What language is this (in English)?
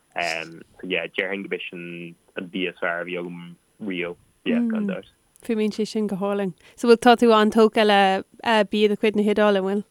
Irish